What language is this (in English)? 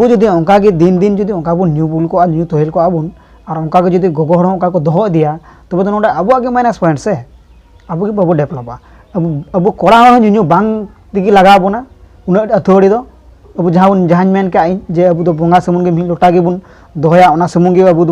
Santali